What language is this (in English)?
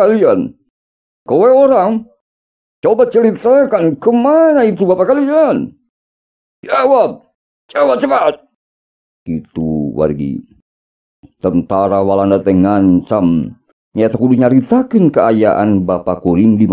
Sundanese